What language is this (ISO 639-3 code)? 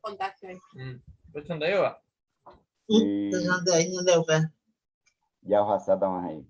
grn